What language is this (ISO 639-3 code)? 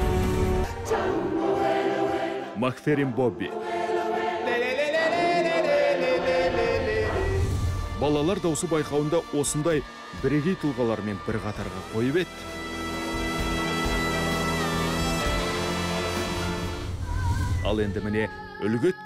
kaz